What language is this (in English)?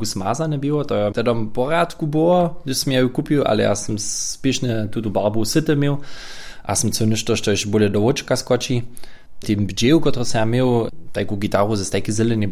Upper Sorbian